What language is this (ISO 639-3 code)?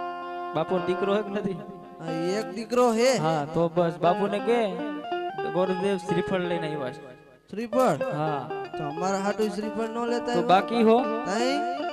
guj